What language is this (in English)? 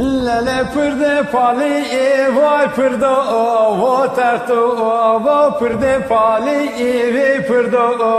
Zaza